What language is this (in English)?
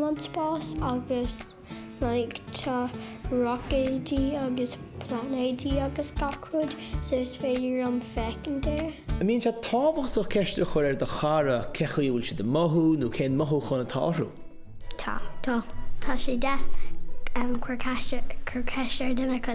Irish